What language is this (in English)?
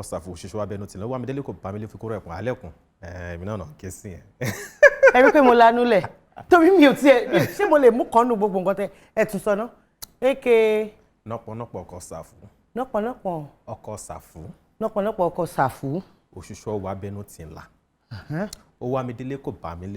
Yoruba